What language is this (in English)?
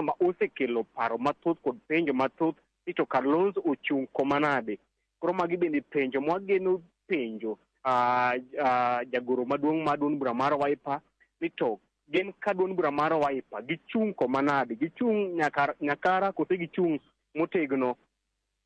Luo (Kenya and Tanzania)